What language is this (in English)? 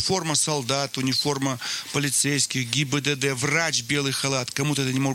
Russian